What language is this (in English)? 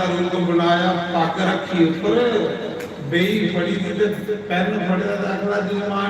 Dogri